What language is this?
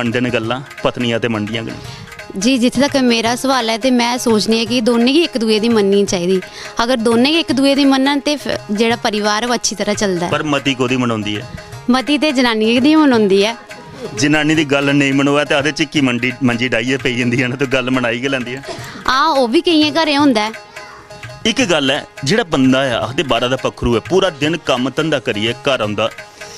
Dogri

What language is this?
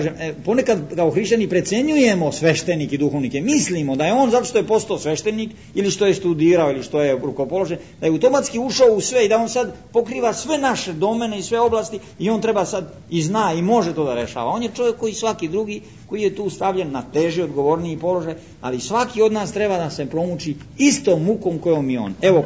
Serbian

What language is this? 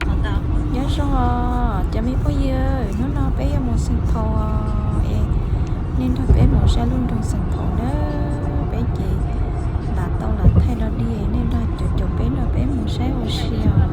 Hmong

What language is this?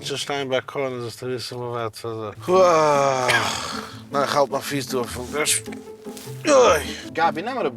Yiddish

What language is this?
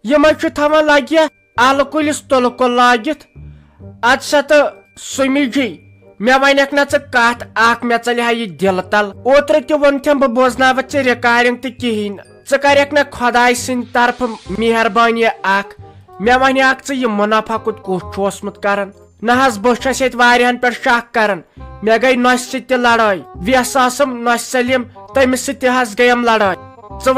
Kashmiri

